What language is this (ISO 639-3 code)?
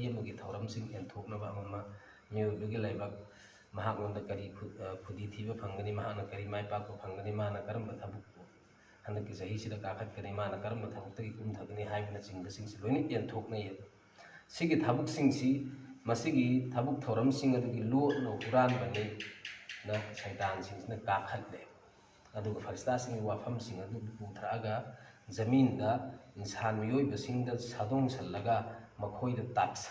mni